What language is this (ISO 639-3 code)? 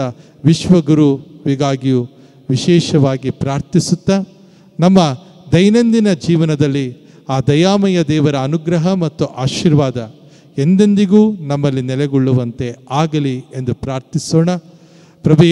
kan